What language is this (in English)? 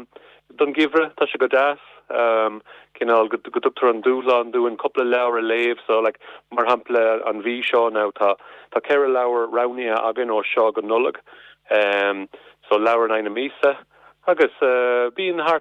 Irish